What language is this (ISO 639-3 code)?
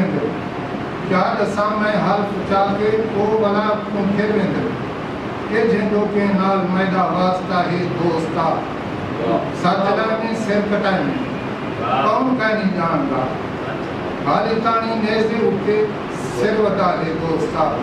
skr